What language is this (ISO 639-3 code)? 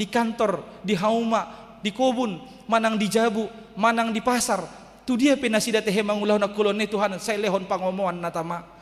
bbc